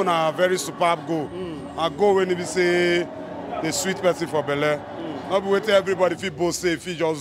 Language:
Nigerian Pidgin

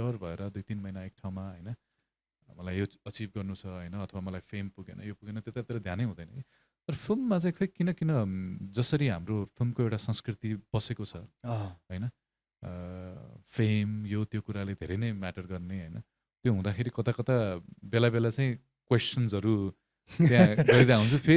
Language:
Nepali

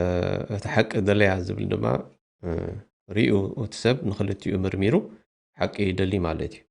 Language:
Tigrinya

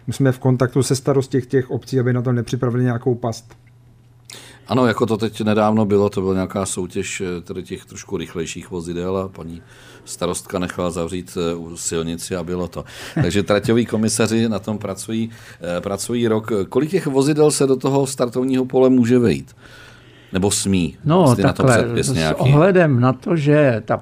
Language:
Czech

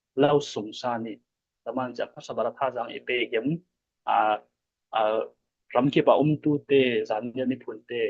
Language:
Falam Chin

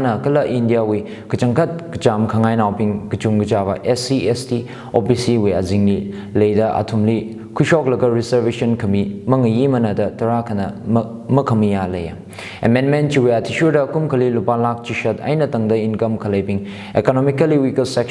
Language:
Tangkhul Naga (India)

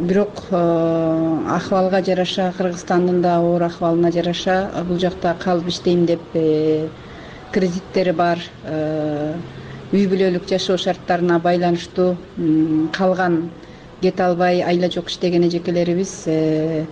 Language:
Kyrgyz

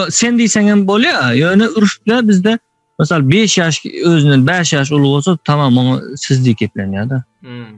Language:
Turkmen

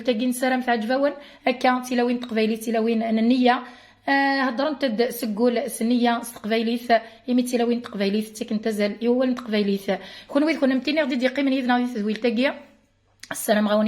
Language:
Kabyle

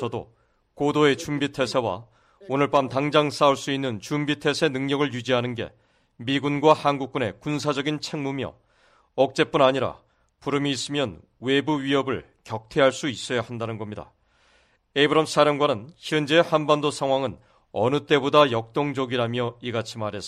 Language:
Korean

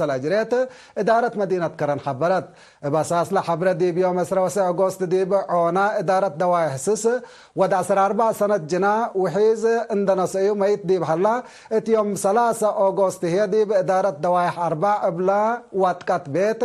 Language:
Tigre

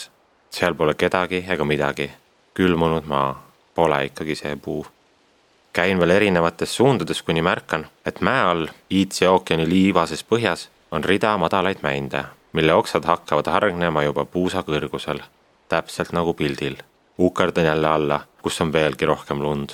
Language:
Estonian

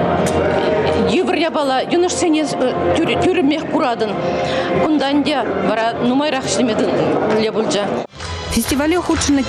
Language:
Chuvash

